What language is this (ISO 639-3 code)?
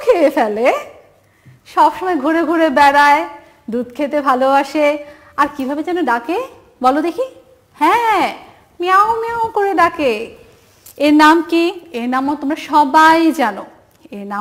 ben